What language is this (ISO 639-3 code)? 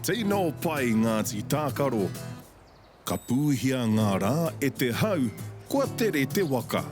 mri